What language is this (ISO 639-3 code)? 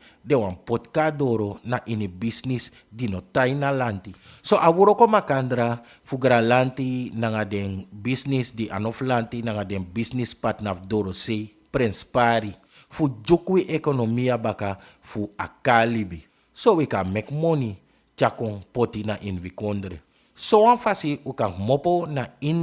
srn